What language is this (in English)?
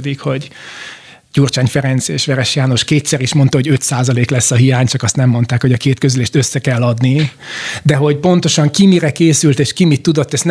Hungarian